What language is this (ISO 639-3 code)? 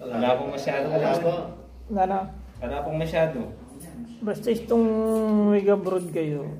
pam